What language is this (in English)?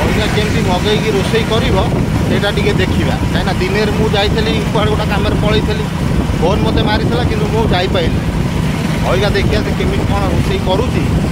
Odia